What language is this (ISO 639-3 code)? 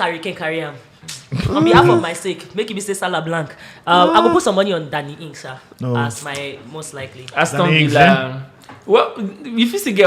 pcm